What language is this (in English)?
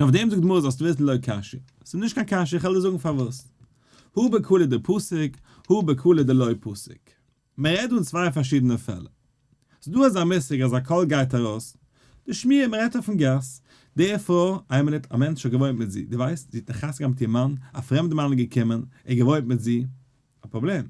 Yiddish